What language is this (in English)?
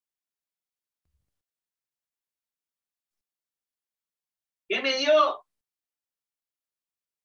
Spanish